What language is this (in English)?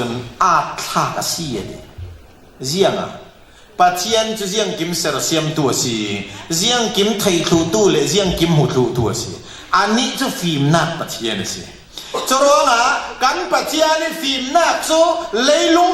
Falam Chin